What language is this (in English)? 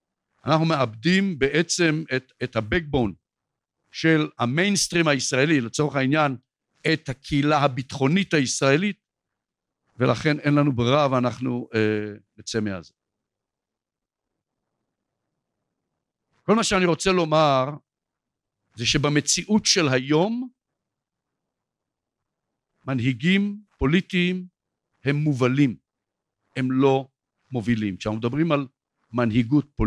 Hebrew